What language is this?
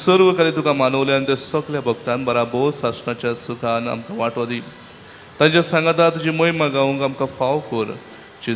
Konkani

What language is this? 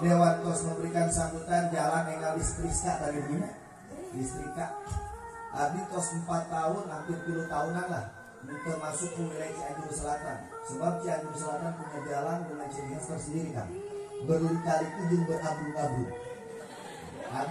Indonesian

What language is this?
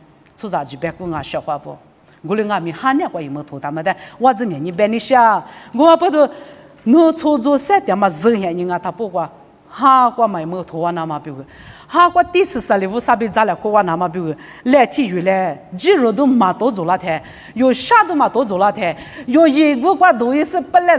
Lisu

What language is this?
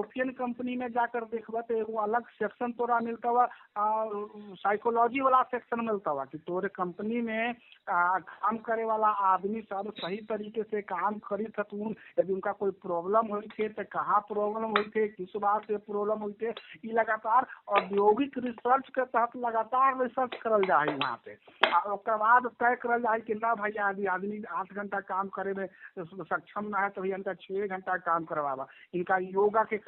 Magahi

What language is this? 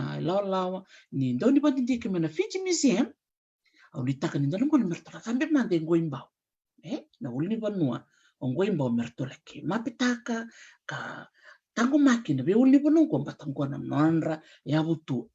Fijian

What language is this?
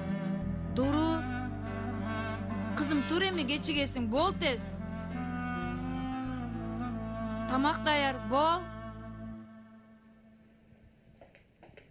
Kyrgyz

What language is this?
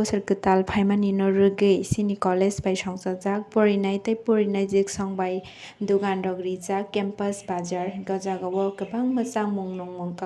Kok Borok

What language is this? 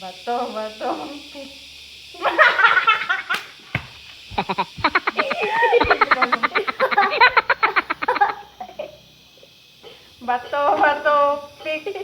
Cebuano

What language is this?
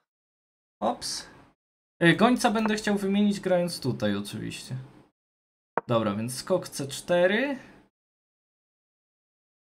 Polish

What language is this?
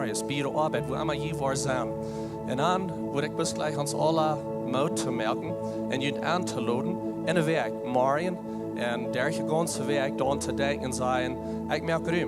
Plautdietsch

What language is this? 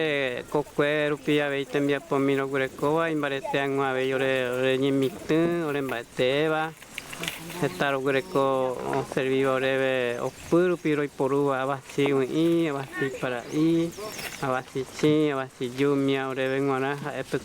Mbyá Guaraní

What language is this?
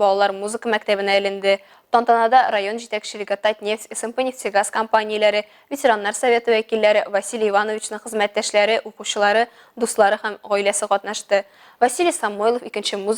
Tatar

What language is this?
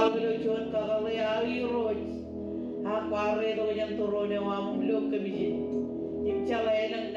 Marshallese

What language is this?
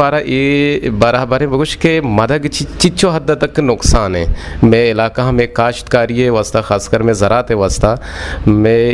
Eastern Balochi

